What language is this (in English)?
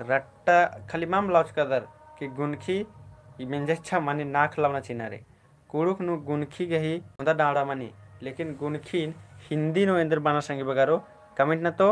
Kurukh